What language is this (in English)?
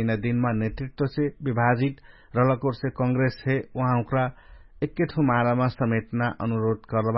Dangaura Tharu